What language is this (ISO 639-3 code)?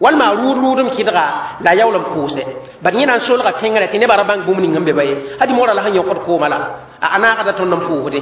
mos